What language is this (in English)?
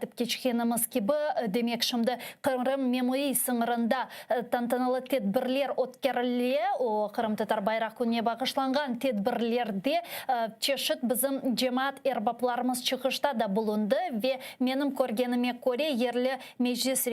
Crimean Tatar